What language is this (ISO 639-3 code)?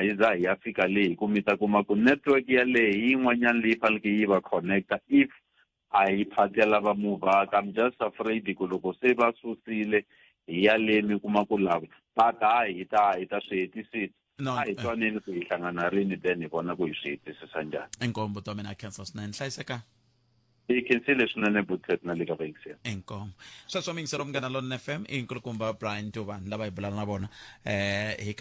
tso